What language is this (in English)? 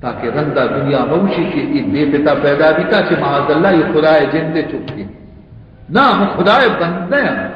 Baluchi